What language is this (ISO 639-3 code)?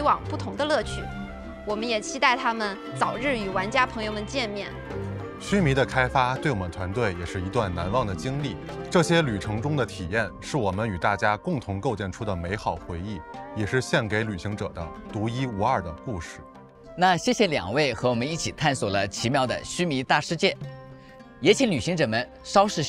zho